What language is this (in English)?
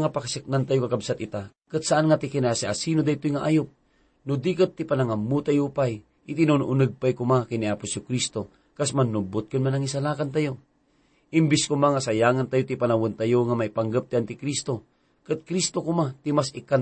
Iloko